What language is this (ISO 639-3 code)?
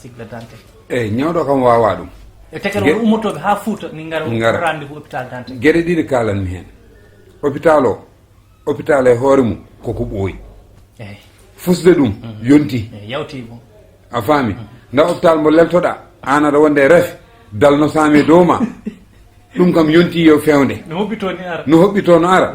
ful